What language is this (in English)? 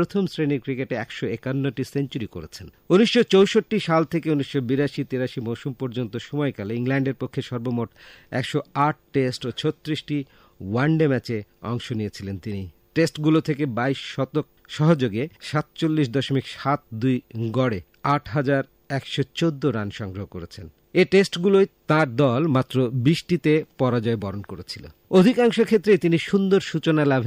Bangla